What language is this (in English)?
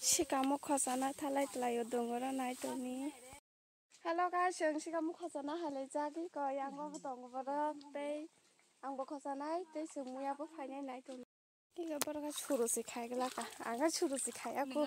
Kok Borok